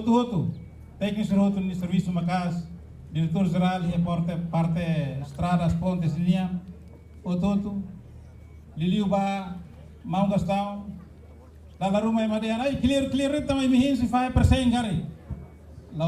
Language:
Tetum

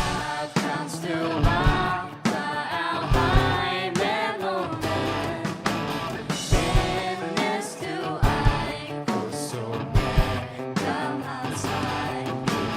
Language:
Faroese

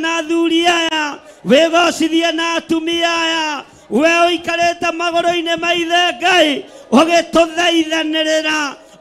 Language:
Kikuyu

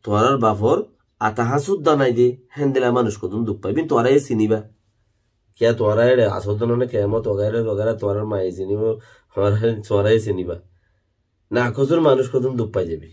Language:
Rohingya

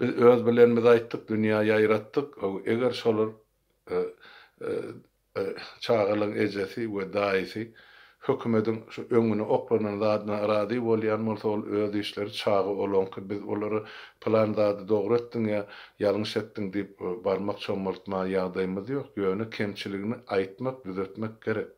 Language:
Turkmen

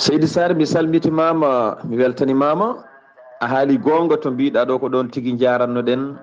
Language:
Fula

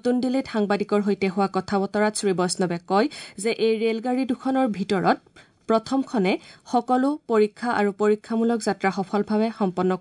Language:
Assamese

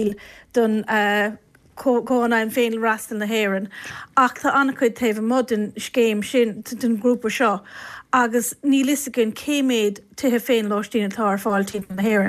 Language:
Irish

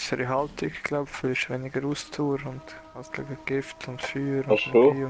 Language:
Swiss German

